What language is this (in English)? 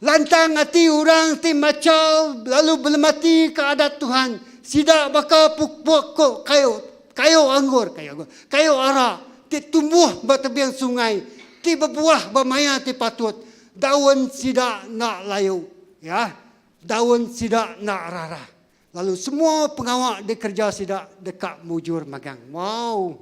Iban